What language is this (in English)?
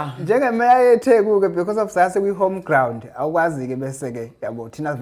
Zulu